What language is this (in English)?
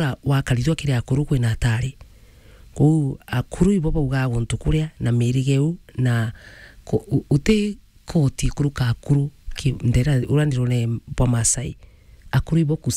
Meru